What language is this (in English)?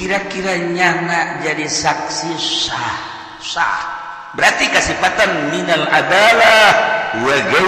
Sundanese